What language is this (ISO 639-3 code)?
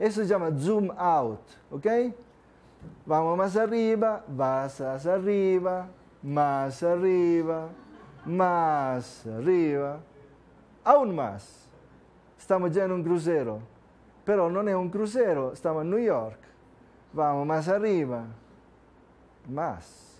spa